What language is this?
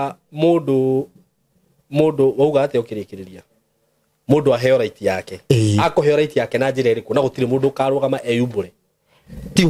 Kikuyu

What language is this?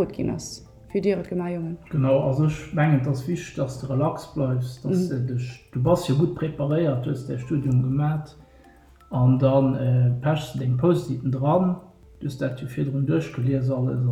Luxembourgish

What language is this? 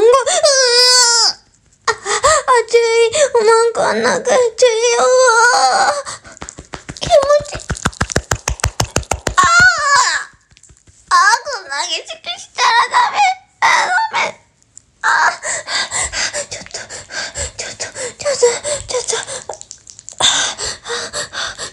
Japanese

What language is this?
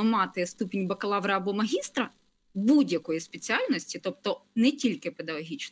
Ukrainian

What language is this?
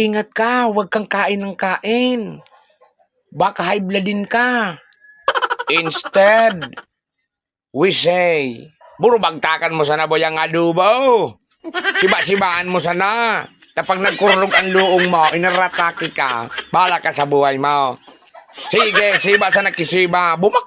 Bikol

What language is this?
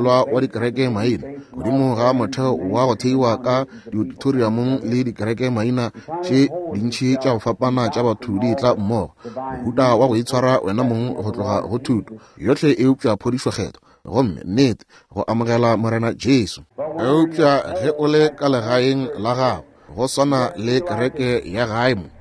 Northern Sotho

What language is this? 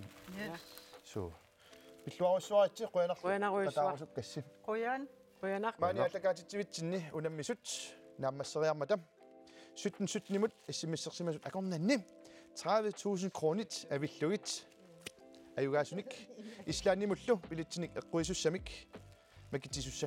Kalaallisut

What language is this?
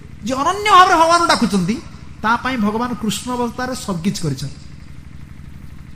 Odia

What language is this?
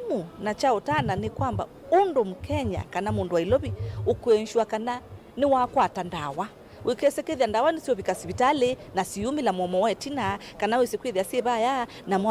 Kamba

